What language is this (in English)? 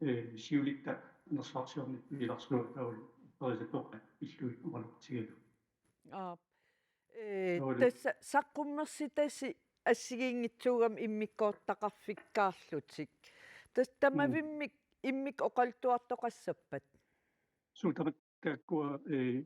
Kalaallisut